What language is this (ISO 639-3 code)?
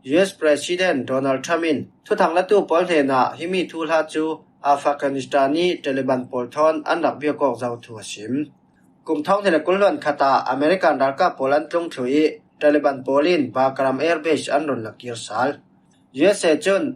cfm